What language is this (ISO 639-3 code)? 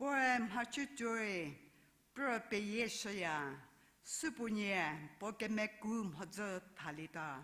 njm